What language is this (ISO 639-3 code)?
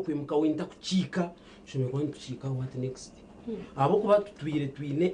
nyn